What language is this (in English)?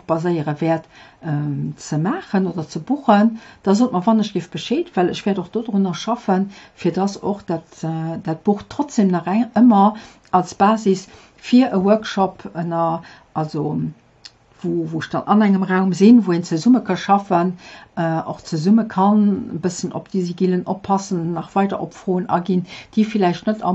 Luxembourgish